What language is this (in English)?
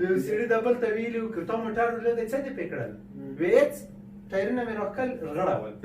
Pashto